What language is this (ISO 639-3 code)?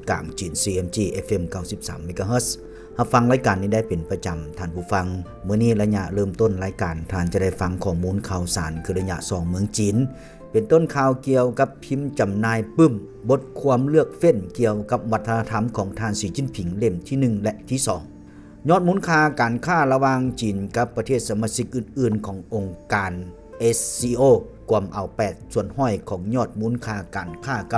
lao